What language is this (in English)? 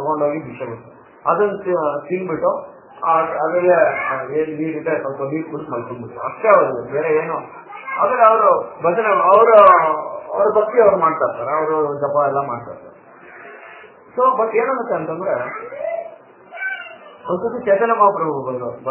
Kannada